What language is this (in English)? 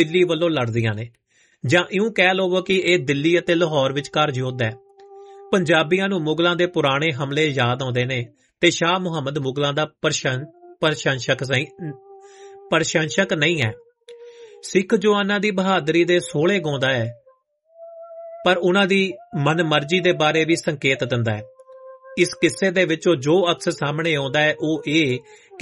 Punjabi